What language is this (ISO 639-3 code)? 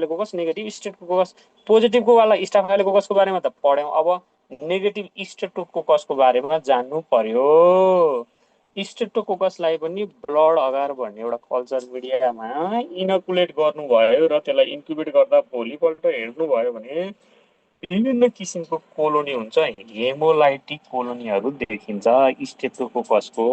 nep